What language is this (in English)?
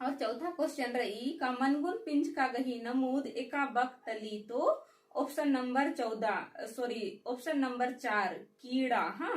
Kurukh